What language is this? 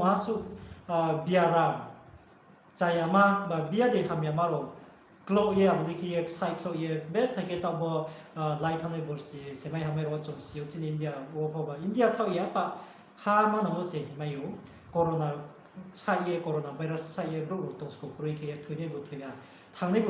Riang (India)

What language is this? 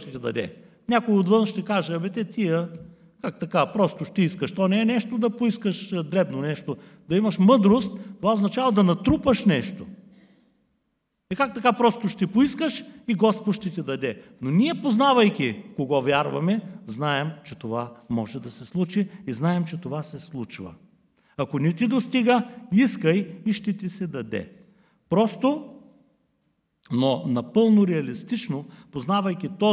Bulgarian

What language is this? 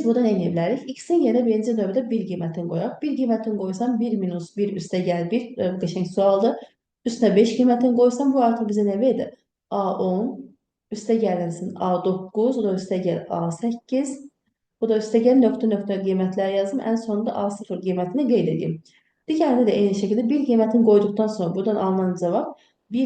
Azerbaijani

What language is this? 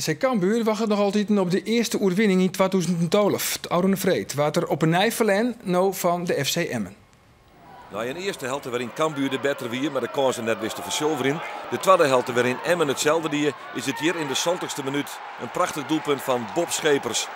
Western Frisian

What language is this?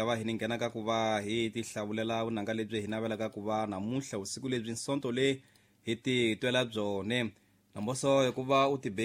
Tsonga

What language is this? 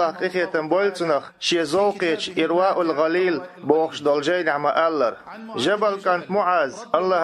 Chechen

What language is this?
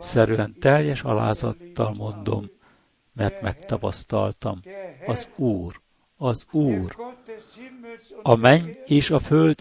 Hungarian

